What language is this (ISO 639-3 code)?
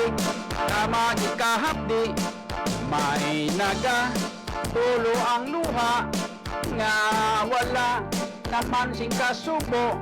hil